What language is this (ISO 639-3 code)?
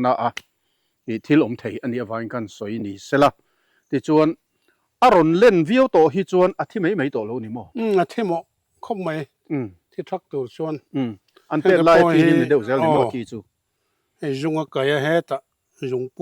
lus